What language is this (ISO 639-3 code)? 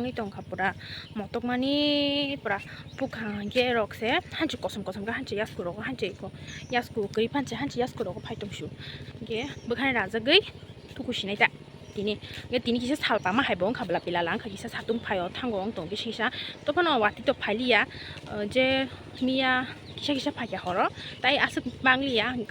trp